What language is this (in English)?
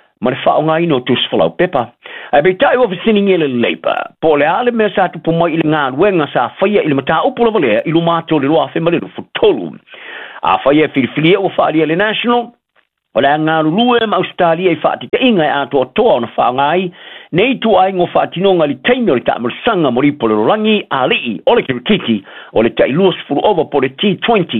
Samoan